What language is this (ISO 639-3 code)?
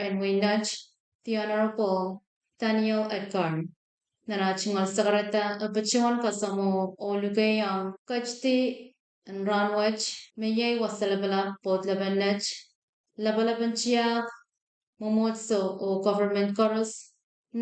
pon